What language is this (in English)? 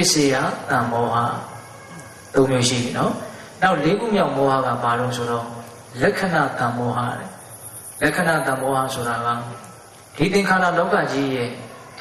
Burmese